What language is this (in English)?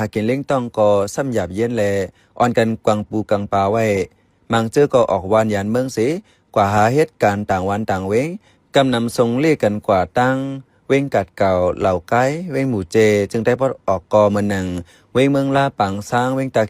Shan